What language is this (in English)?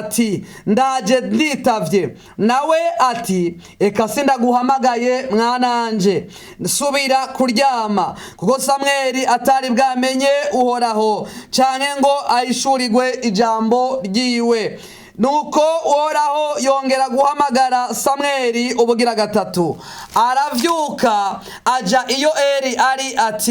Rundi